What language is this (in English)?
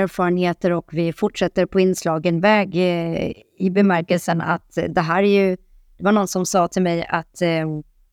Swedish